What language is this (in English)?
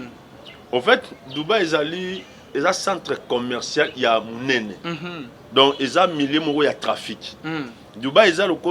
Lingala